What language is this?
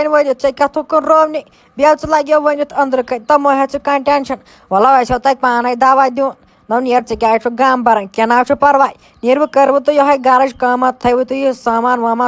Kashmiri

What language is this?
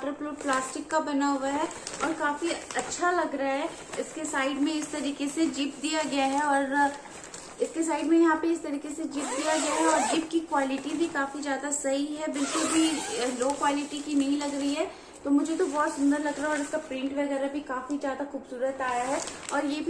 Hindi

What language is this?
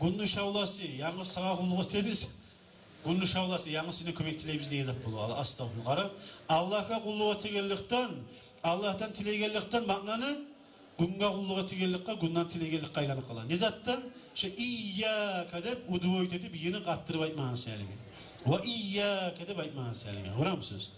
Kumyk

